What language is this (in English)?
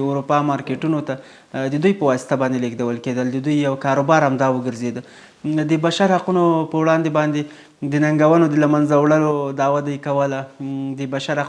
Pashto